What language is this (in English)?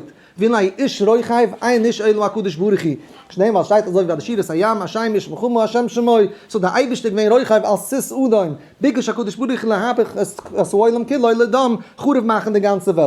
Yiddish